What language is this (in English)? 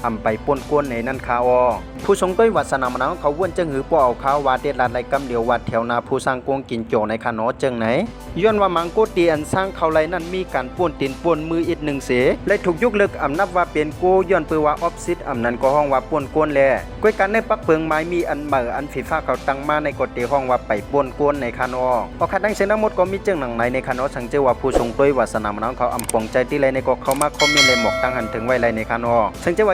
Shan